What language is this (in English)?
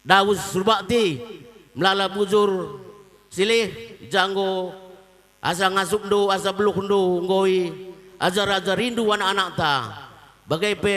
Batak Karo